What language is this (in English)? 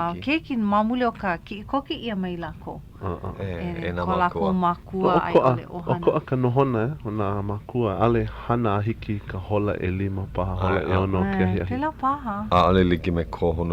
Hawaiian